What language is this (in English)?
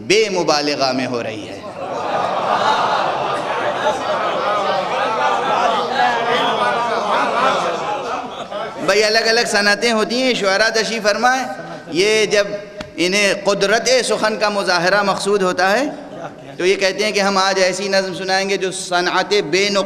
Urdu